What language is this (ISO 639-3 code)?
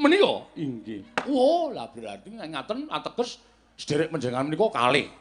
jav